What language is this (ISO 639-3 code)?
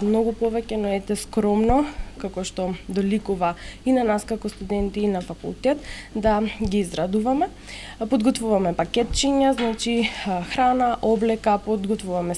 mkd